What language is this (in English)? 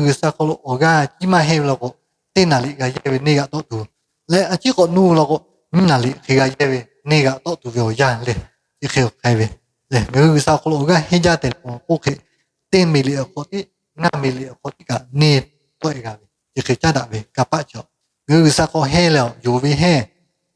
Lahu